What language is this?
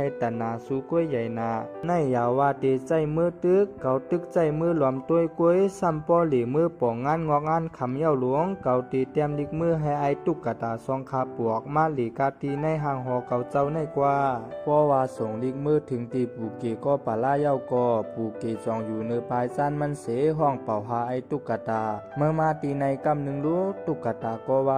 Shan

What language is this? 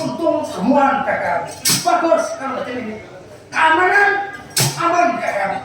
Banjar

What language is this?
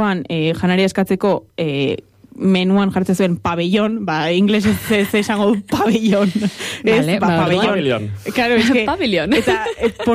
Basque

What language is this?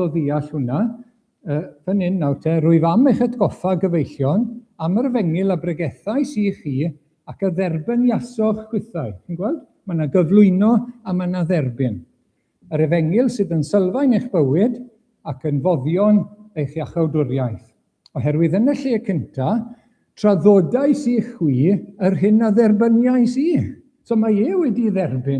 Welsh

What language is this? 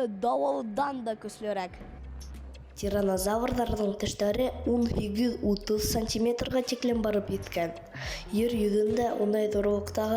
Bashkir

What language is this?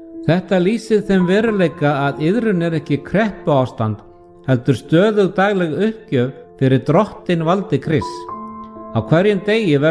Icelandic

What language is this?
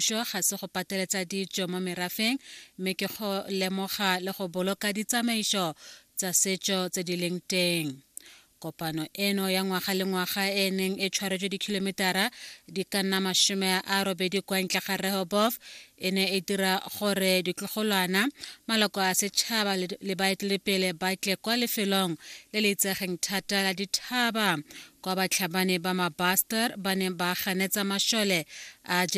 Tswana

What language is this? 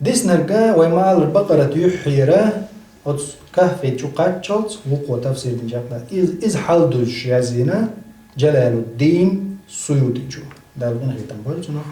Chechen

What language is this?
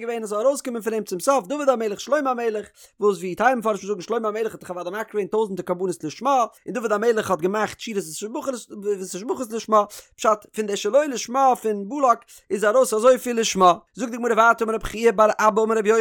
Yiddish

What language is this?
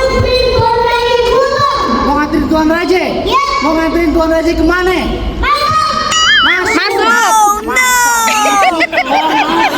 Betawi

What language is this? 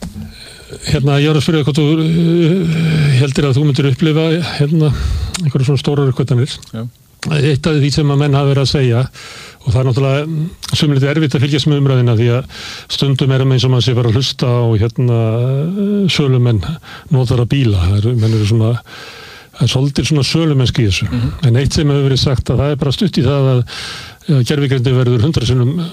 Icelandic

